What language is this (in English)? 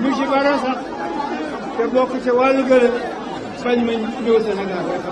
Wolof